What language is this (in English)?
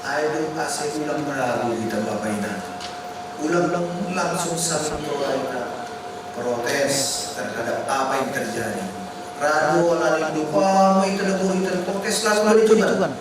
Batak Simalungun